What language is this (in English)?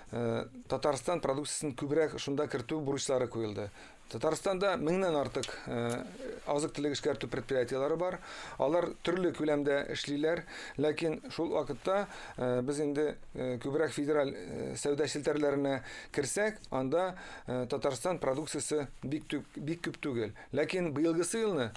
Tatar